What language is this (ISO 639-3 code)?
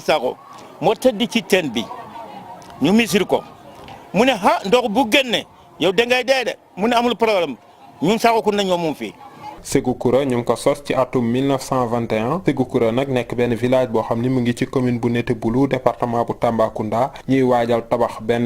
wol